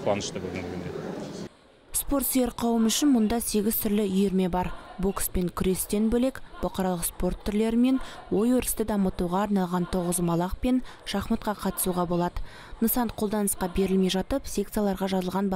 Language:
Kazakh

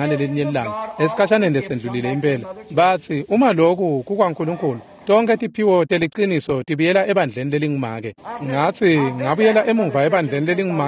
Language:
Swati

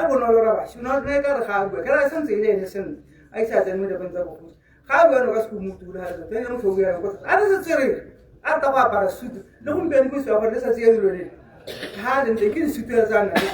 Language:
Tswana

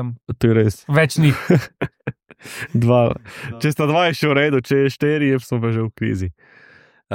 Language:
Slovenian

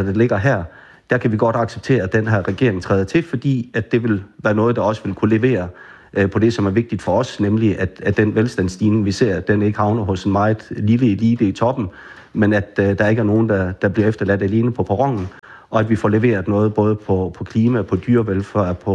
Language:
Danish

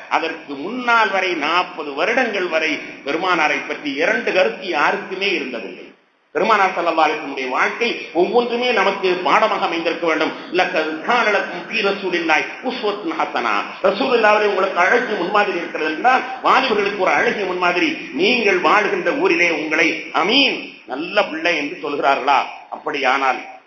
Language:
Tamil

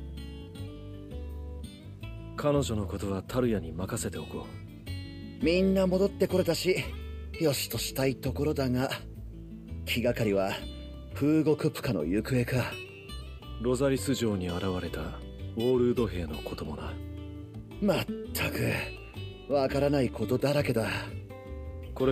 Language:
Japanese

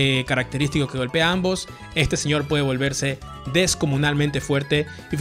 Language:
Spanish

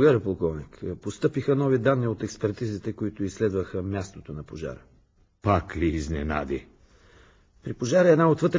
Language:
Bulgarian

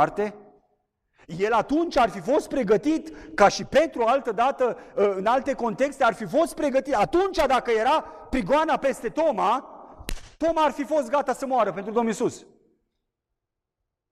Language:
Romanian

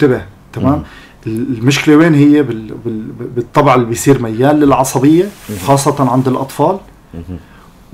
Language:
North Levantine Arabic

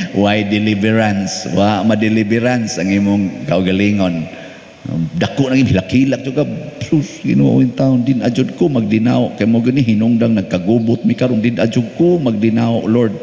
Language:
Cebuano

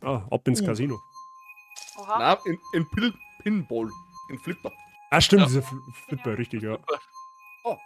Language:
Bavarian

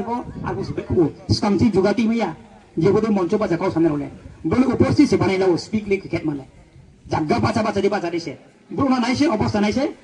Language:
Riang (India)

